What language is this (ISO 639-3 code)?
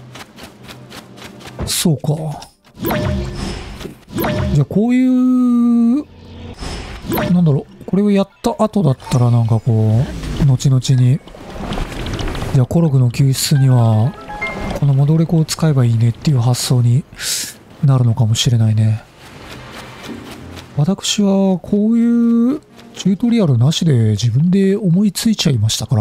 jpn